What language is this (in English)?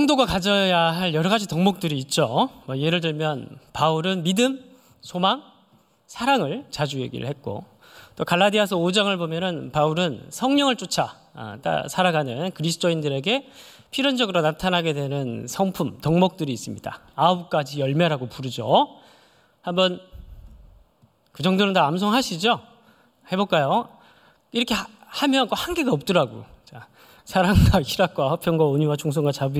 Korean